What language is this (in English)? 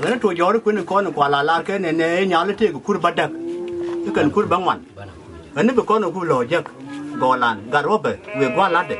Nuer